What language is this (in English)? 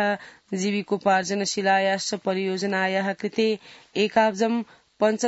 Sanskrit